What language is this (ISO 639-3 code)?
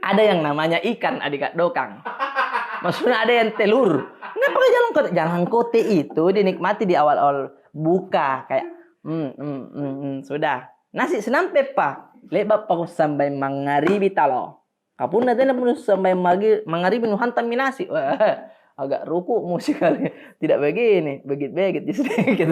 mfp